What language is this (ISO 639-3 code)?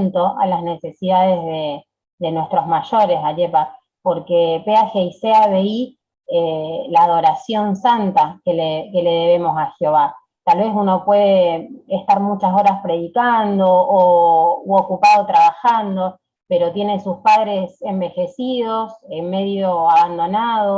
grn